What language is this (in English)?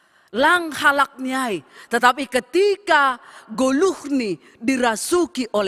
Batak Simalungun